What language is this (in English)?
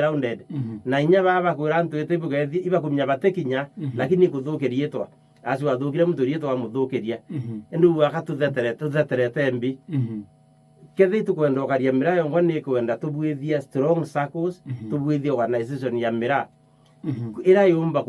Meru